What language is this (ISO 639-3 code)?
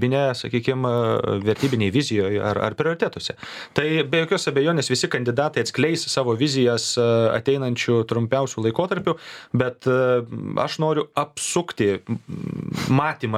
lit